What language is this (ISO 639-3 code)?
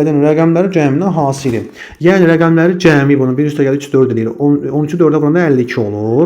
aze